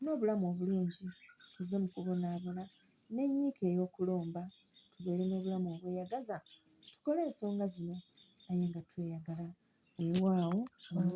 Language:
Ganda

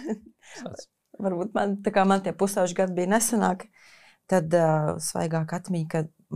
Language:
Latvian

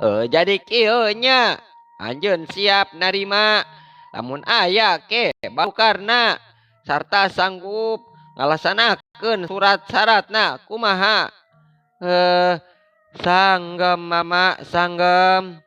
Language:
Sundanese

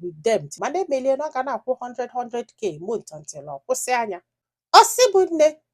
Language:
Igbo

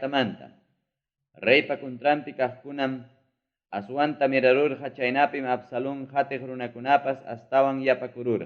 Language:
Ayacucho Quechua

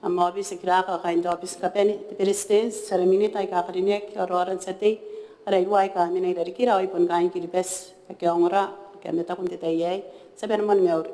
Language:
Gilbertese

